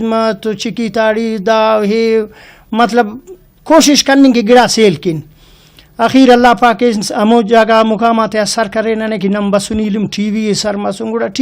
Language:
Brahui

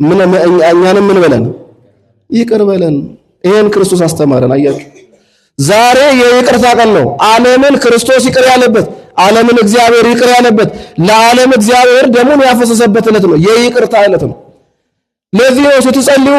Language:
Amharic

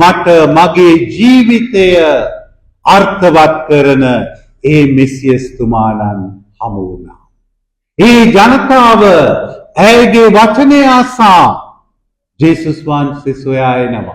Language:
Sinhala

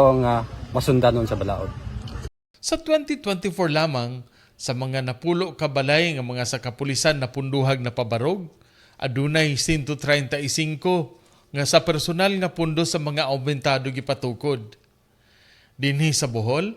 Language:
Cebuano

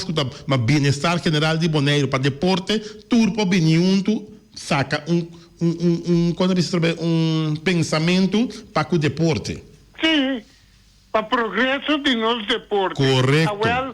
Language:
Papiamento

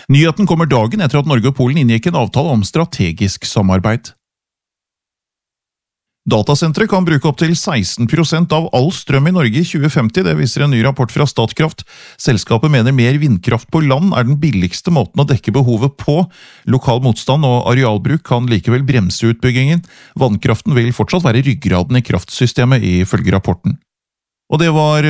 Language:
Norwegian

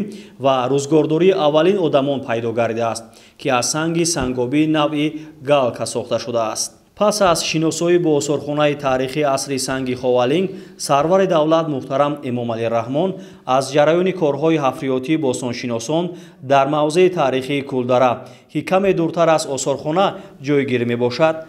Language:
Tajik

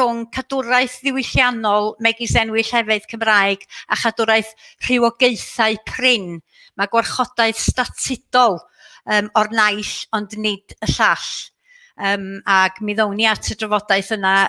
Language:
Welsh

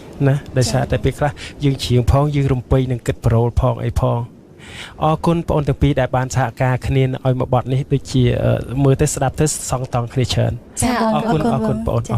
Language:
Khmer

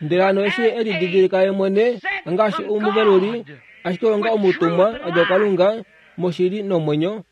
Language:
Kuanyama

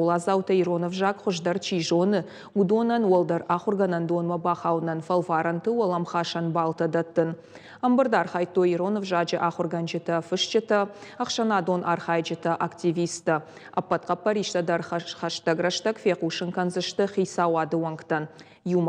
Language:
Ossetic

